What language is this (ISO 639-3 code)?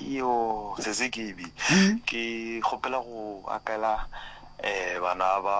nso